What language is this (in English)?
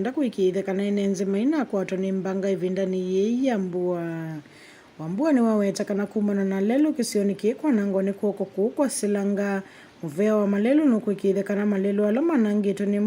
Kamba